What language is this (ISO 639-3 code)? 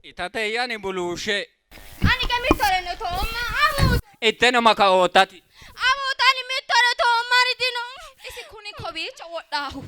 sid